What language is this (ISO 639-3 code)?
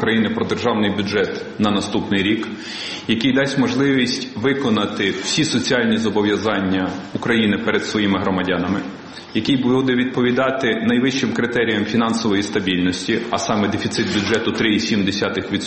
ukr